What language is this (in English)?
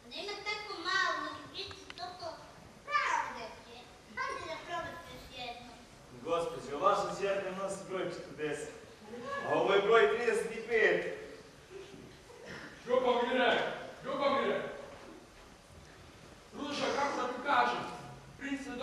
Serbian